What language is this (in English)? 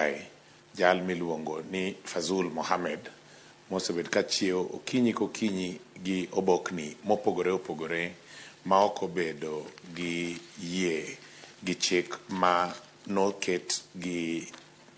Luo (Kenya and Tanzania)